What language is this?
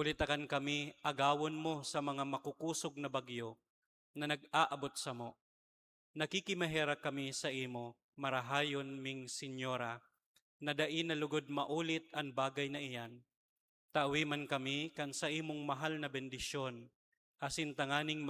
Bikol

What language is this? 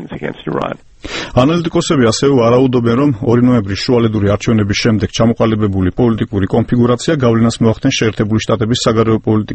Georgian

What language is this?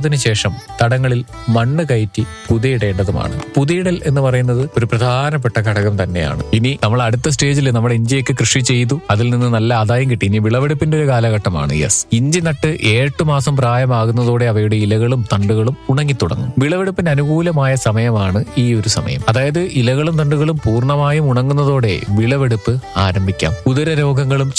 Malayalam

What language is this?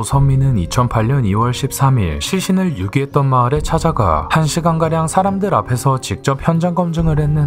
Korean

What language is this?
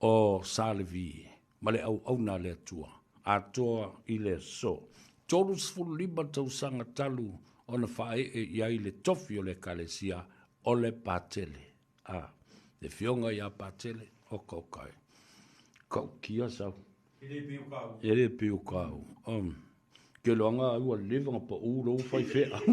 Samoan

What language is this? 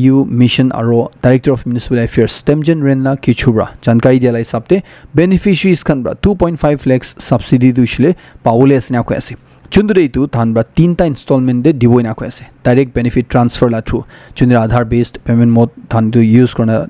Naga Pidgin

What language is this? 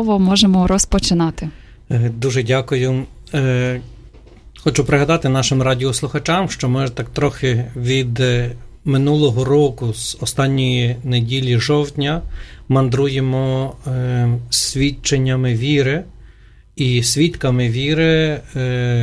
Ukrainian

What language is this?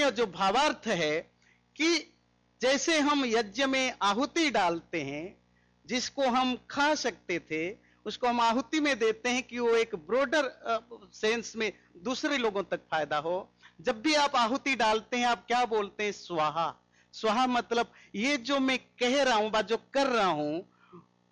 Hindi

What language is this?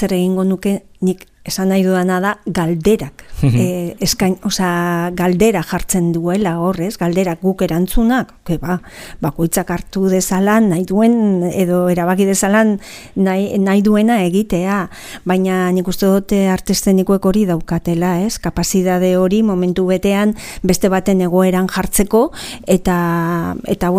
Basque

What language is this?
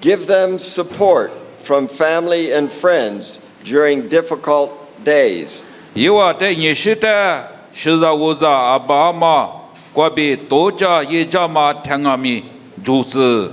Lisu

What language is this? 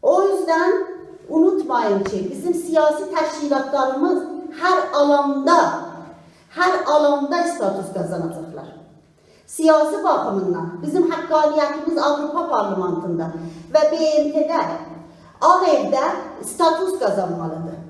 South Azerbaijani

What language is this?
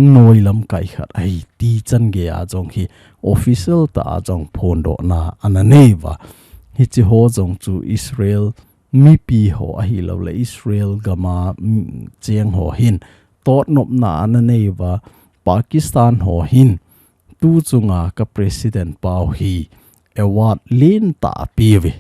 Thado Chin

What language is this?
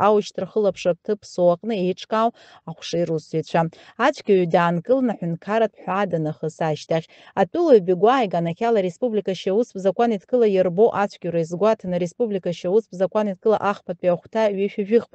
Abkhazian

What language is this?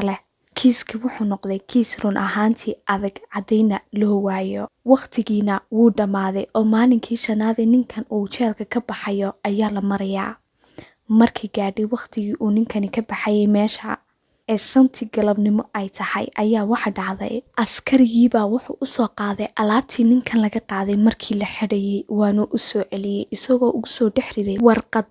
Somali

